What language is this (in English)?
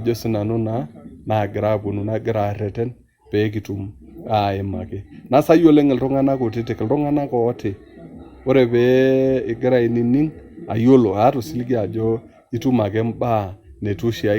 Masai